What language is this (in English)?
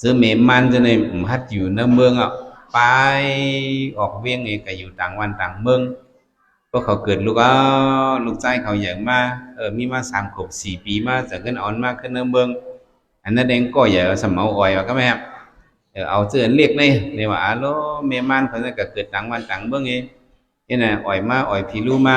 Shan